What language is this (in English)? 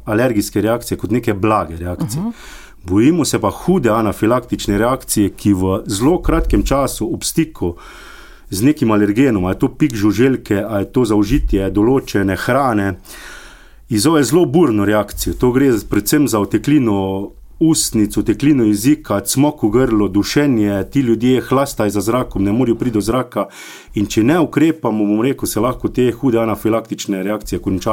Slovenian